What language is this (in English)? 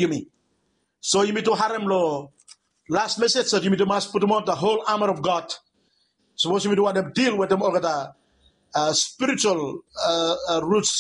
Bislama